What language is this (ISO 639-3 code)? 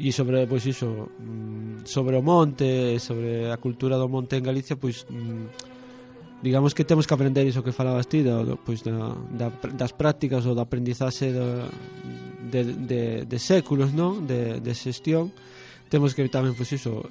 glg